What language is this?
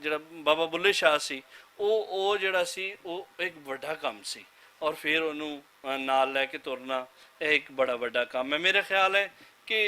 Western Panjabi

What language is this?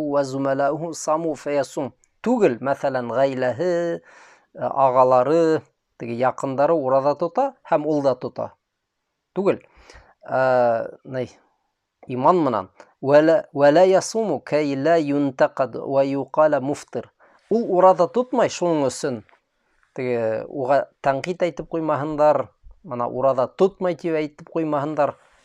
Bashkir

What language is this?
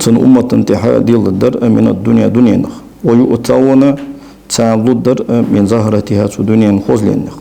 Ingush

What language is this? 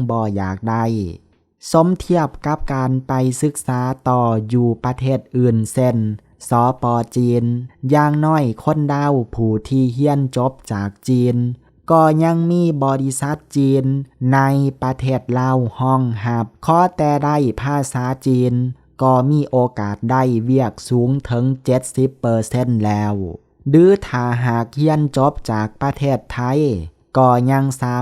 Lao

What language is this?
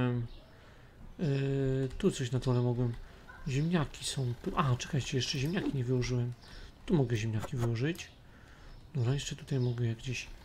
Polish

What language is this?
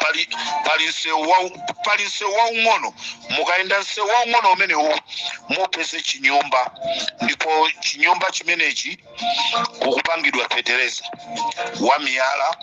Nyanja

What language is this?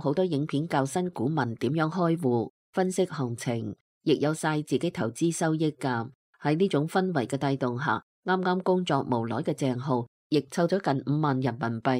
Cantonese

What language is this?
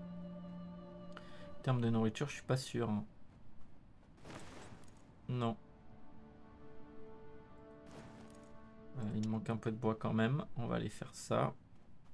French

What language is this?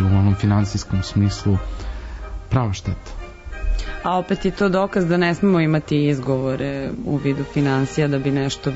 Serbian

